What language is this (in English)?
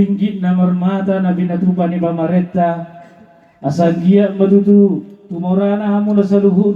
Batak Toba